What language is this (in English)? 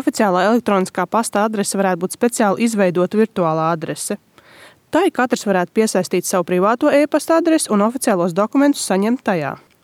Latvian